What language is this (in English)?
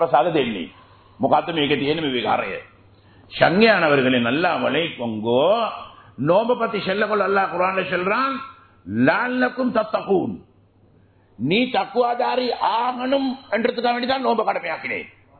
Tamil